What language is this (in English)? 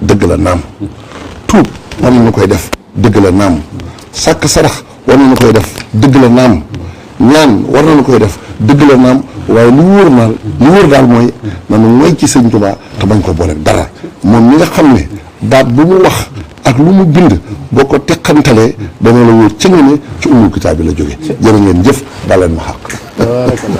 Wolof